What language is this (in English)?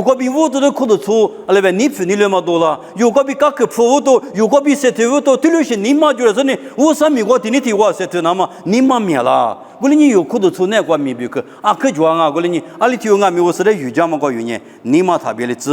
Lisu